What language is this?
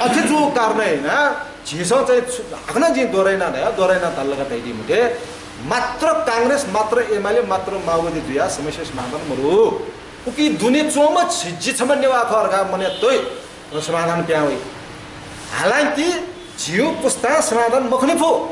Newari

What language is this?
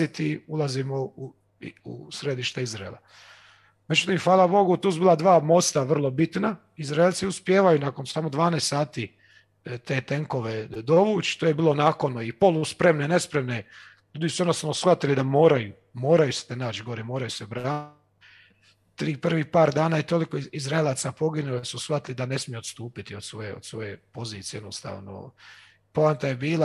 Croatian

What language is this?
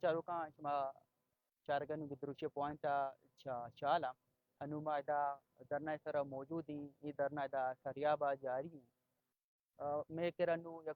Baluchi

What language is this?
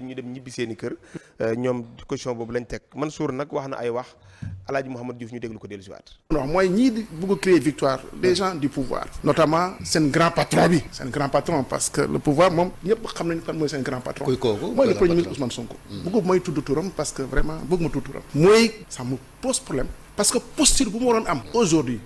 Wolof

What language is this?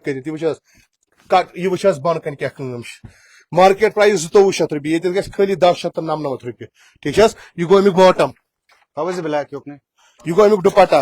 Kashmiri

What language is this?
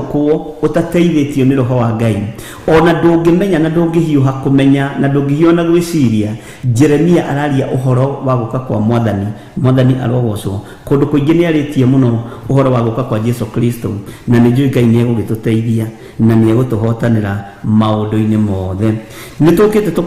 Kikuyu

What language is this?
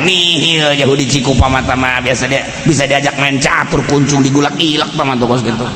Sundanese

